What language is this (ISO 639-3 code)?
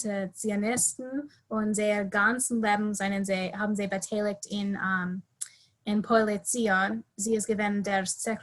yid